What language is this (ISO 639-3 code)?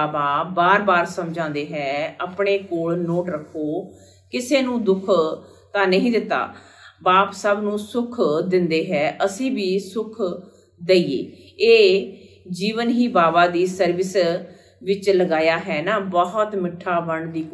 pan